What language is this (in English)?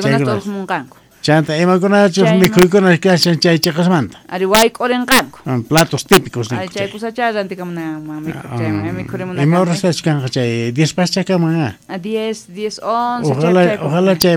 South Bolivian Quechua